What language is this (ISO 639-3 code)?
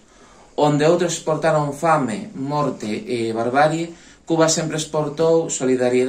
glg